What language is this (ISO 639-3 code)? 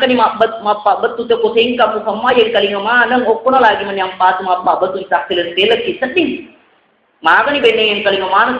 bug